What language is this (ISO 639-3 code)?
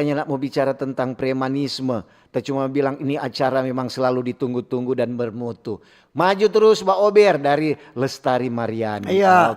xmm